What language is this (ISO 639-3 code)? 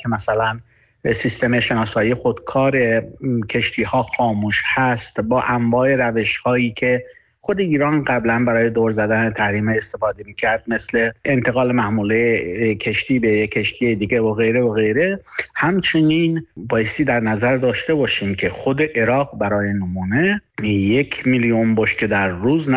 fas